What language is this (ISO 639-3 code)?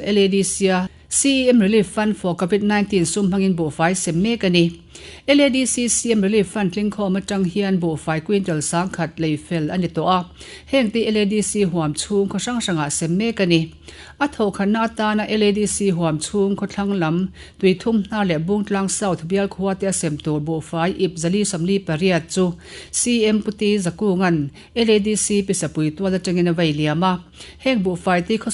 lus